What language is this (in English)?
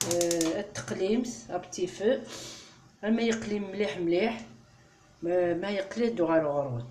Kabyle